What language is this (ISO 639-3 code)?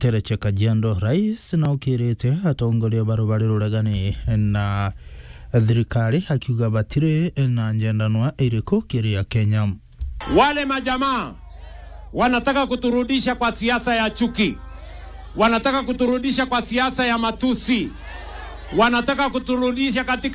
mer